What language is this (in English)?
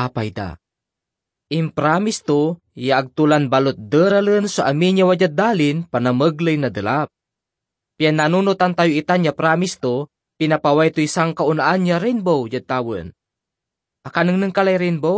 Pangasinan